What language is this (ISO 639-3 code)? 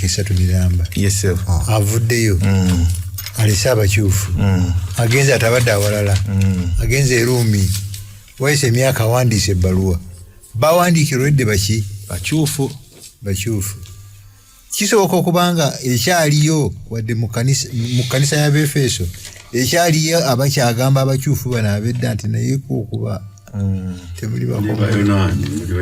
lug